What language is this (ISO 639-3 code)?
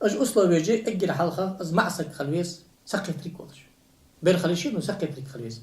inh